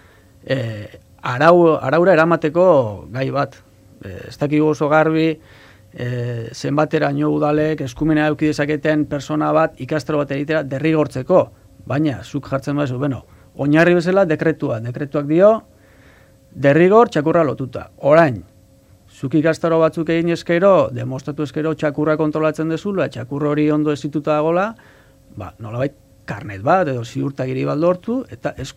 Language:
Basque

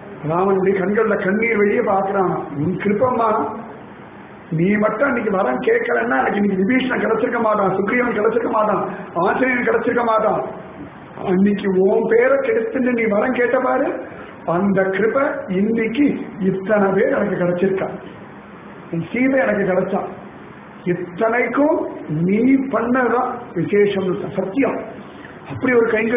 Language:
Tamil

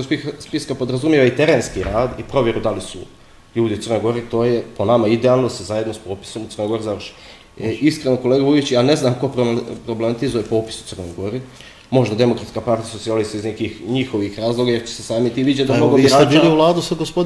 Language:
Bosnian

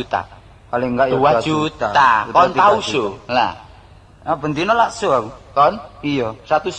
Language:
Javanese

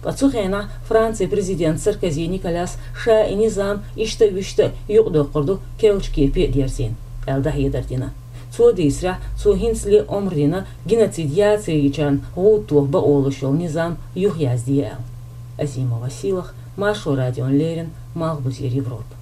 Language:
Chechen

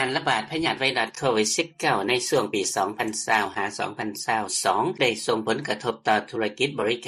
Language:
Lao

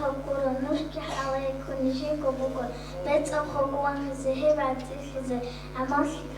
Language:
Avaric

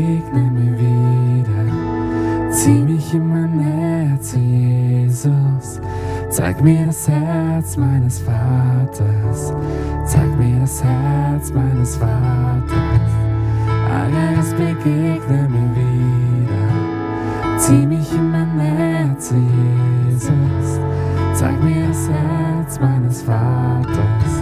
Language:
Swiss German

